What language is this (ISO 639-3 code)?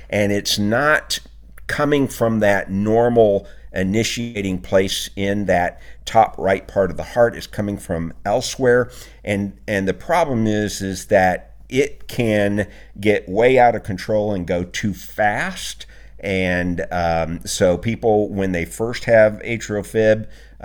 eng